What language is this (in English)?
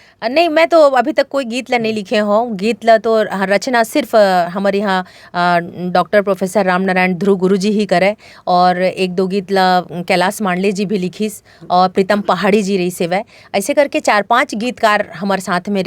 Chhattisgarhi